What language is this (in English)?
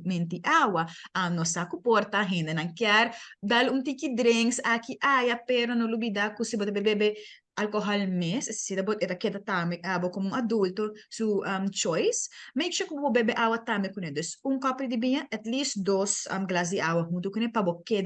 Papiamento